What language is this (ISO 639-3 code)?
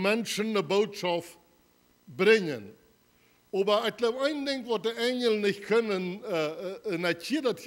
pdt